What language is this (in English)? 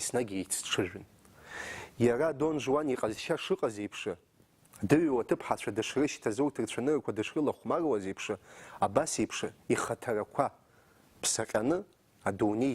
Abkhazian